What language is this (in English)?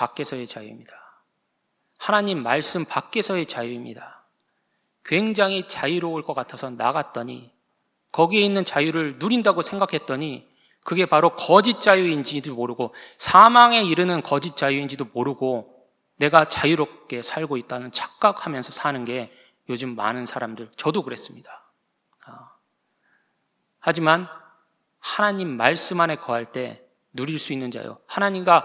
Korean